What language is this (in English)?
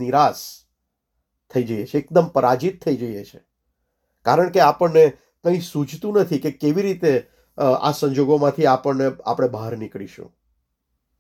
Gujarati